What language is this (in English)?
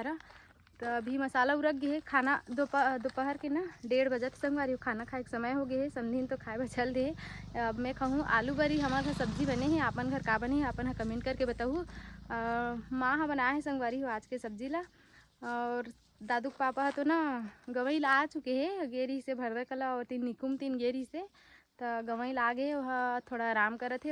Chhattisgarhi